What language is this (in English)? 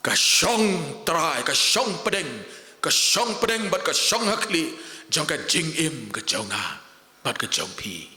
Khasi